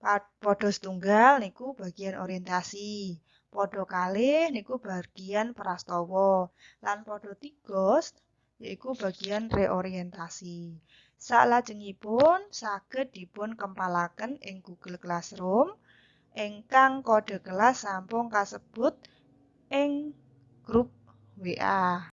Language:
Javanese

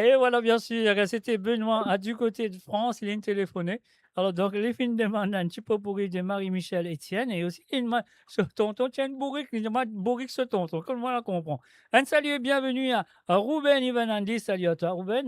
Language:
Morisyen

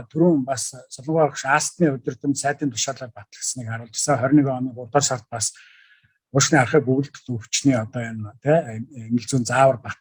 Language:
Mongolian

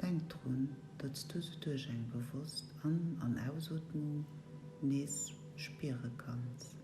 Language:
Luxembourgish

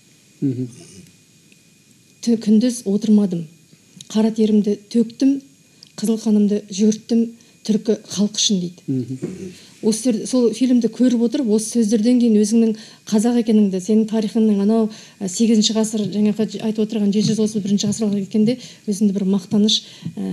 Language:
Kazakh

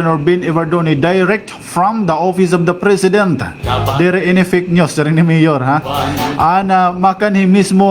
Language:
Waray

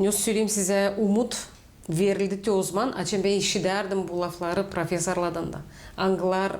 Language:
Gagauz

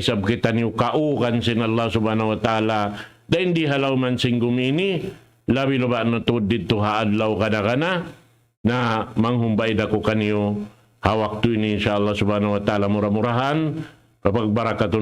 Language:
Tausug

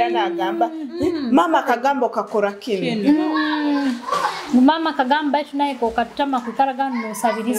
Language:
Tooro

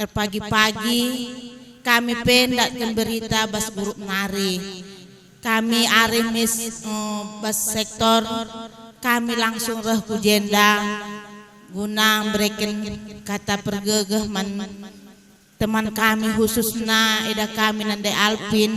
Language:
Batak Karo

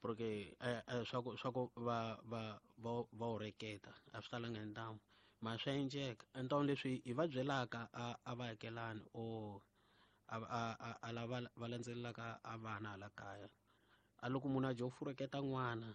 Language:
Tsonga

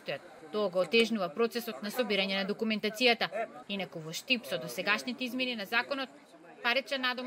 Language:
Macedonian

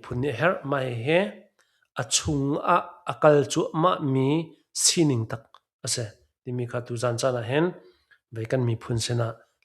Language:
Hakha Chin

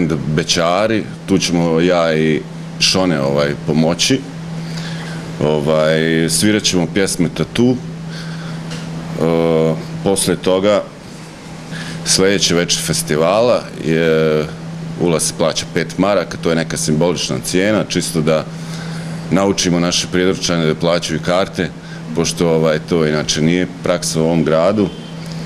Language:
Bosnian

